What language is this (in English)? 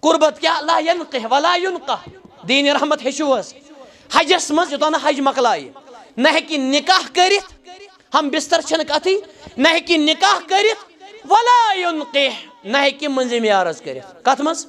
Kashmiri